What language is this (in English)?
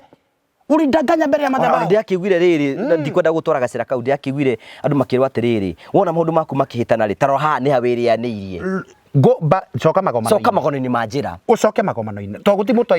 Kikuyu